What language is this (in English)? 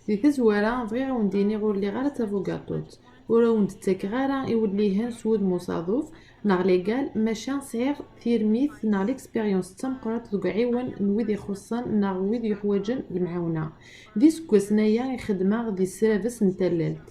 Kabyle